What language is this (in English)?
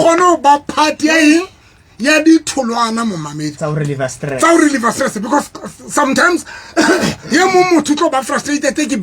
Southern Sotho